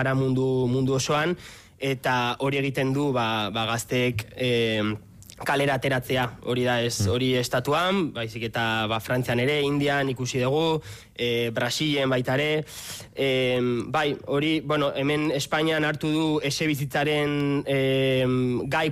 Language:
Basque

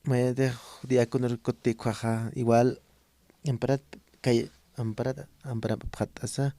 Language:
Aymara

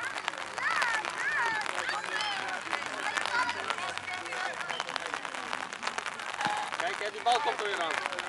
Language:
Dutch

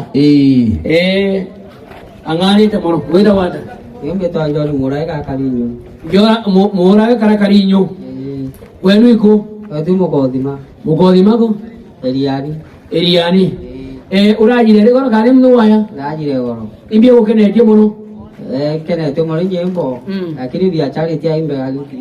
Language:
Meru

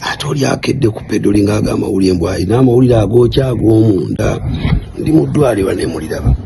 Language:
Ganda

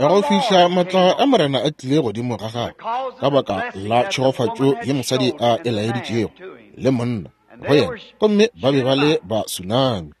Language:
Northern Sotho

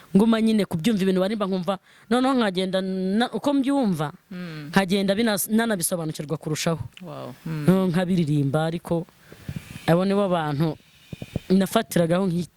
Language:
Kinyarwanda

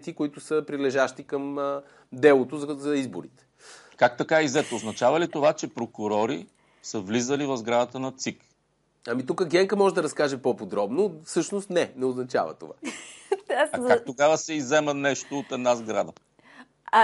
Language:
Bulgarian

